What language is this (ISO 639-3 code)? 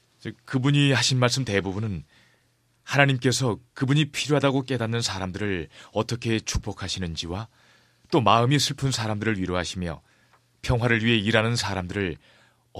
kor